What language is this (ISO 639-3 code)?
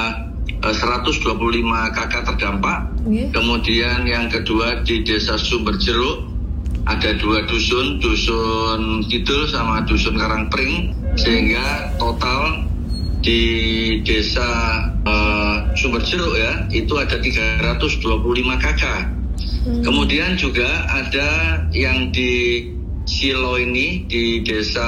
ind